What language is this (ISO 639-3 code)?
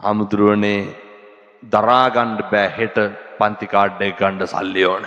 sin